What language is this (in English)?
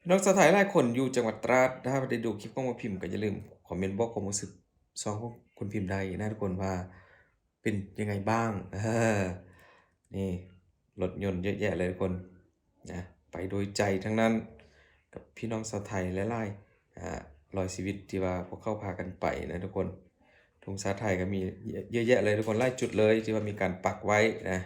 Lao